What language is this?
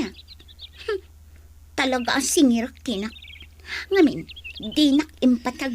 Iloko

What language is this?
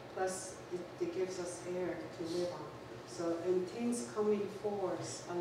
Mohawk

